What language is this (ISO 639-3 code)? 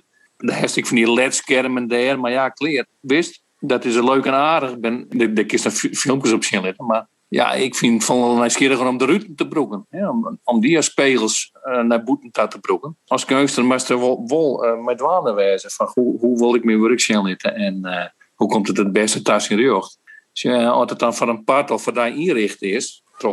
fry